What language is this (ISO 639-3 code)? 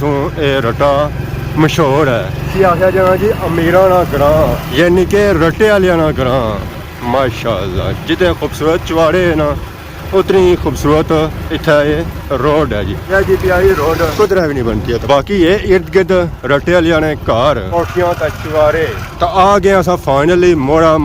phr